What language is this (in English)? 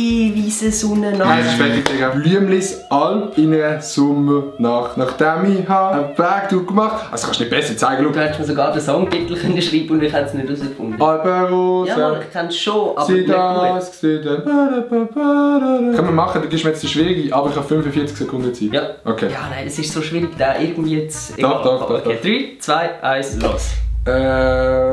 Swiss German